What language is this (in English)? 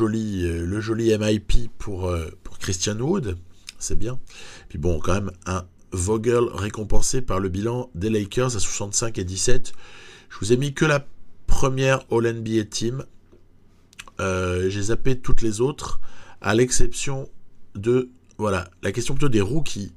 French